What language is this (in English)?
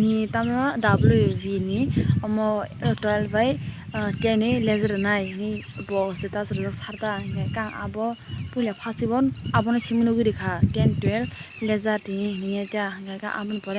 Kok Borok